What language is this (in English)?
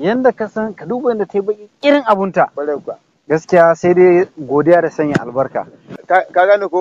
Hausa